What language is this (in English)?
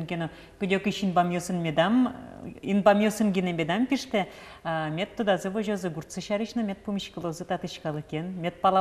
Udmurt